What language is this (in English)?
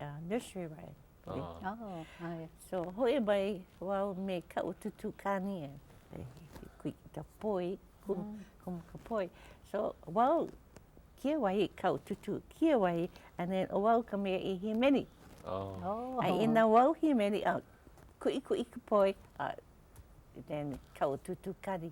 Hawaiian